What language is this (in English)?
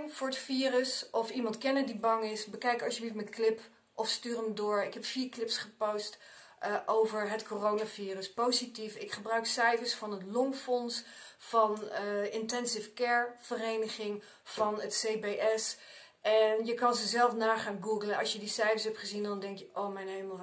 Dutch